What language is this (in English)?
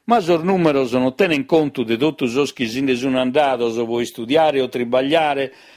Sardinian